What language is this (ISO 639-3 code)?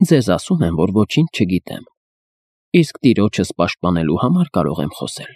hye